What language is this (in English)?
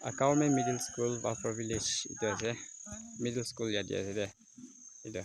Naga Pidgin